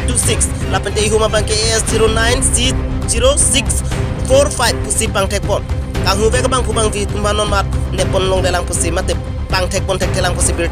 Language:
Karbi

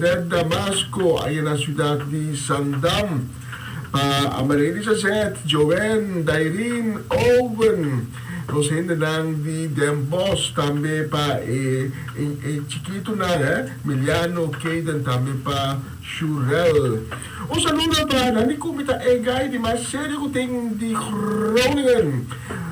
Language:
Papiamento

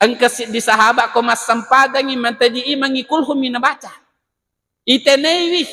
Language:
Buginese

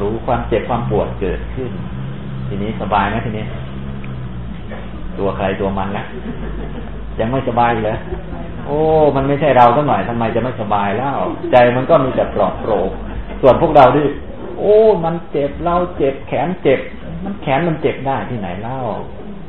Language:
Thai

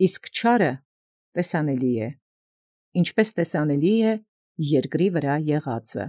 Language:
Armenian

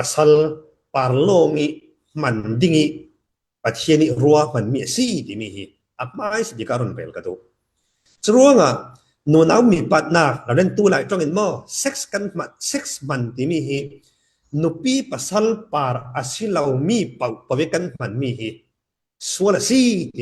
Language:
Falam Chin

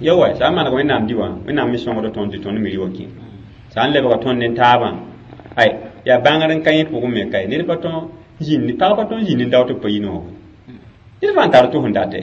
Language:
Mossi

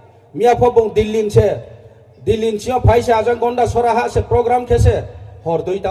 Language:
Riang (India)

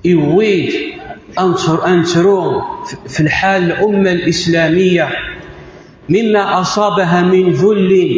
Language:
Kabyle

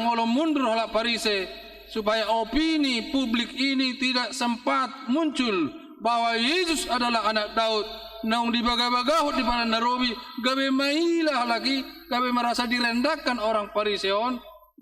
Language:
Batak Toba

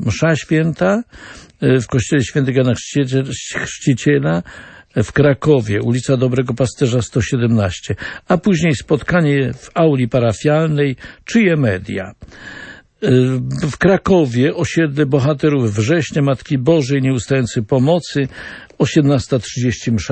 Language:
Polish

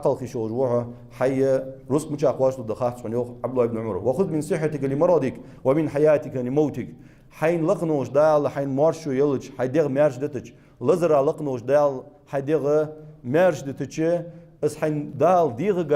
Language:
Ingush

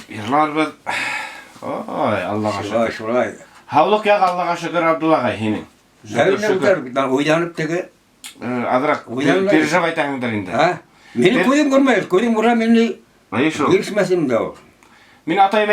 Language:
Bashkir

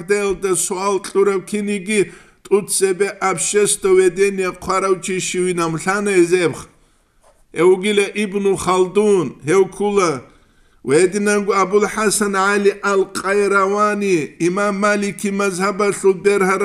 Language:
Avaric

